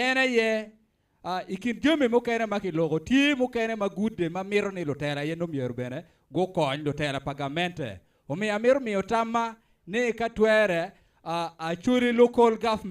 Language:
Acoli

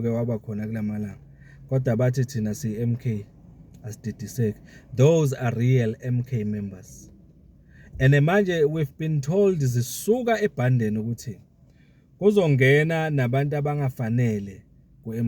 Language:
Zulu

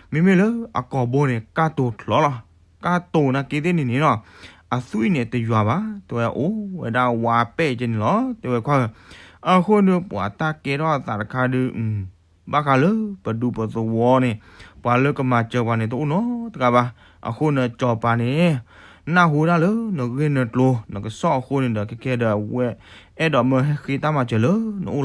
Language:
S'gaw Karen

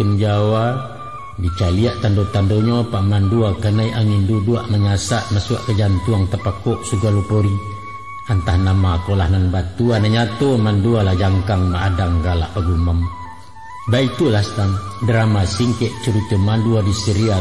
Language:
Minangkabau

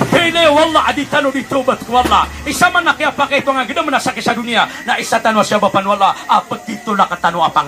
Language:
Maranao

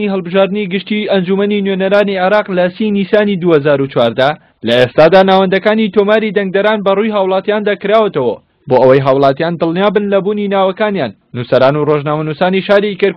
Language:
Central Kurdish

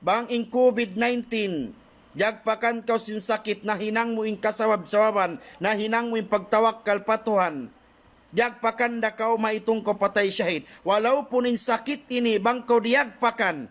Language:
Tausug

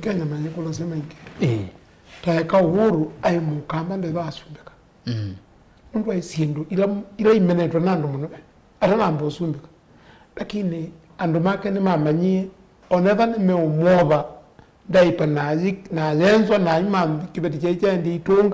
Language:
Kamba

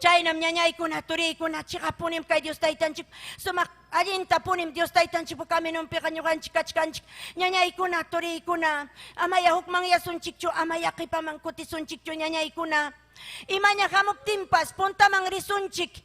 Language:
Ayacucho Quechua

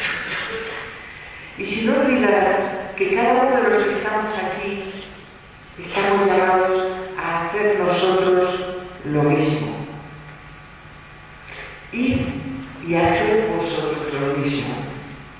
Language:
Spanish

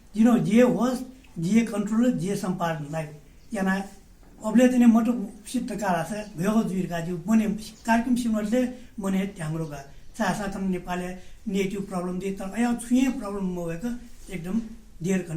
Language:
Newari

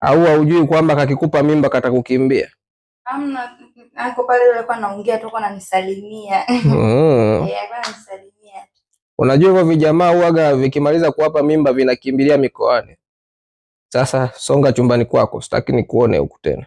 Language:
Swahili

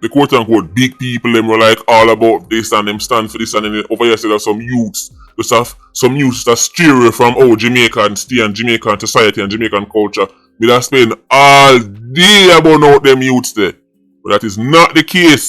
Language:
Jamaican Creole English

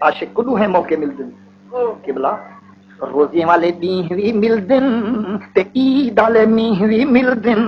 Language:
Saraiki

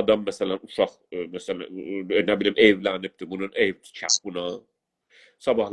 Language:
South Azerbaijani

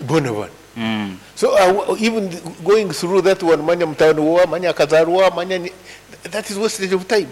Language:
Nyankole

